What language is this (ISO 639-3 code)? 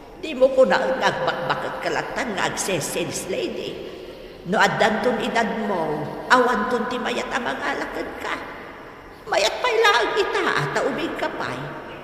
ilo